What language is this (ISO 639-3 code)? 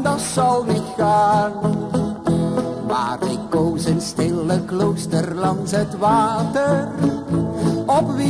nld